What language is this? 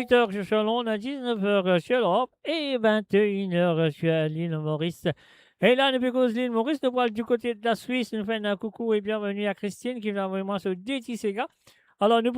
Morisyen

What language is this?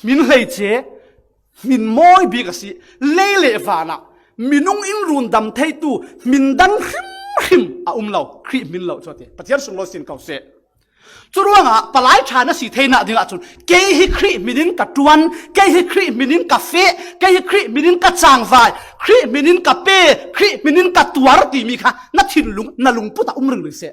Falam Chin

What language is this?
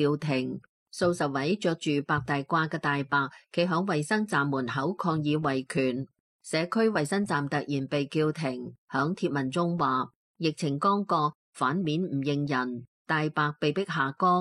Cantonese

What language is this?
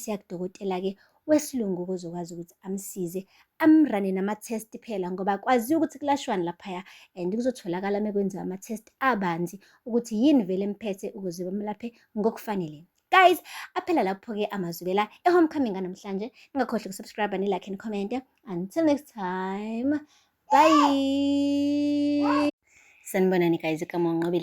Zulu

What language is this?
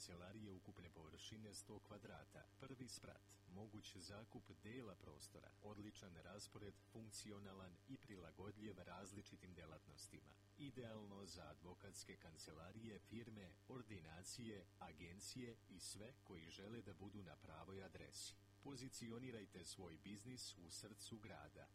Serbian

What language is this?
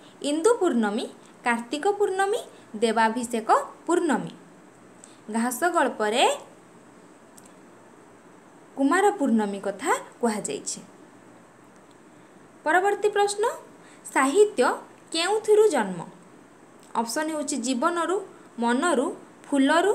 Odia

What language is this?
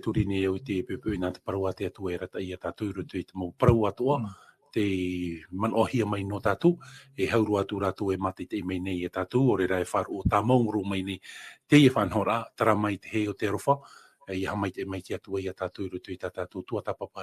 Tahitian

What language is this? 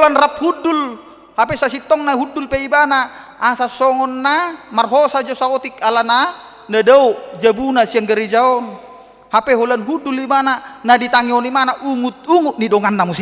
Batak Toba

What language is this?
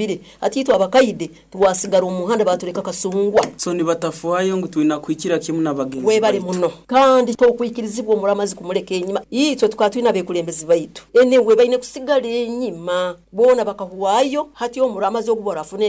Nyoro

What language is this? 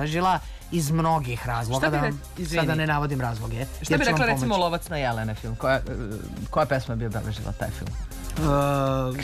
Serbian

